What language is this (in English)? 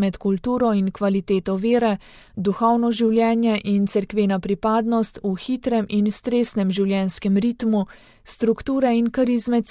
Slovenian